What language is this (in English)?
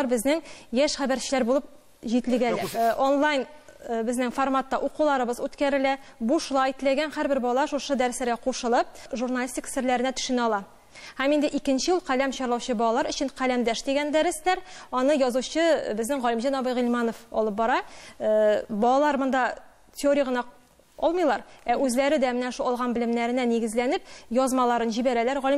Tatar